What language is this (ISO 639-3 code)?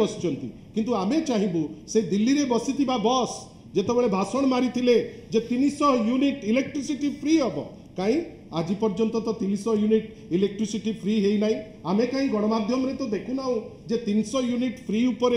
ori